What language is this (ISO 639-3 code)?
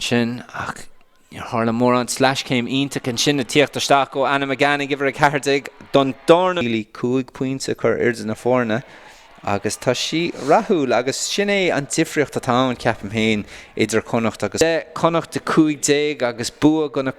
gle